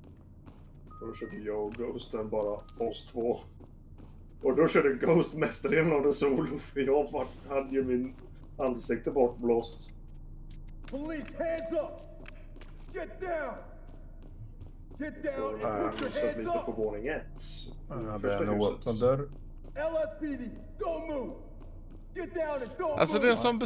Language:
Swedish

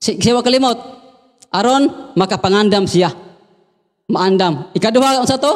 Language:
Cebuano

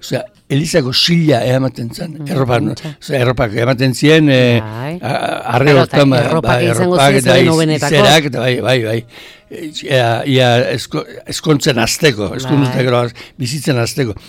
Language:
Basque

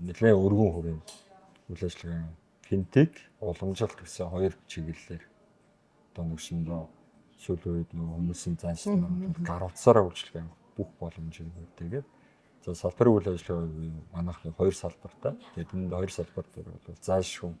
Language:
Mongolian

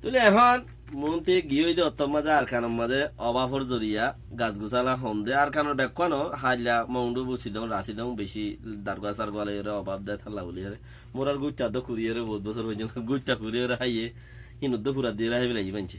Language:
Rohingya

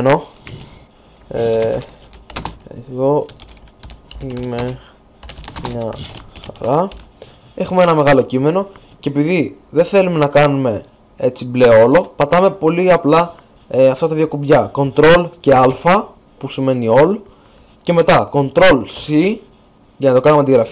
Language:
Greek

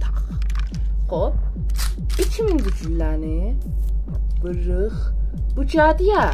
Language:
South Azerbaijani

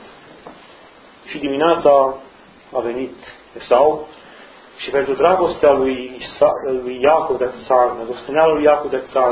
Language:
Romanian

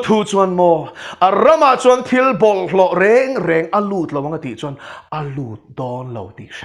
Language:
Mizo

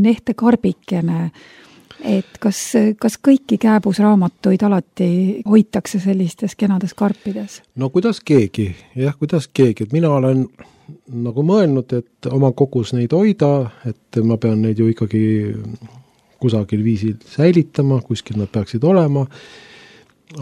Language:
Estonian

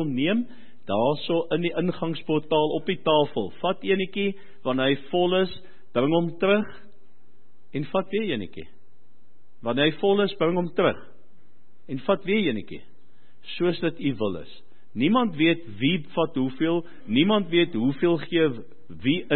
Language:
Afrikaans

